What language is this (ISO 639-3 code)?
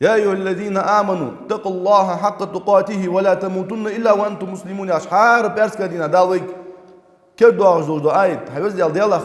inh